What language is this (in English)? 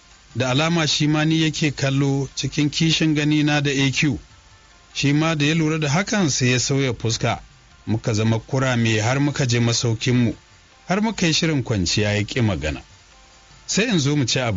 Hausa